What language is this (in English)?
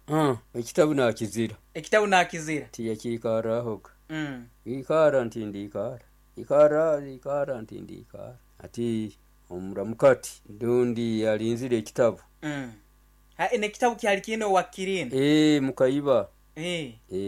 Nyoro